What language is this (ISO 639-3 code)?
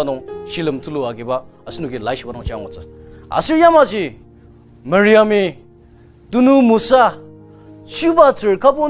njo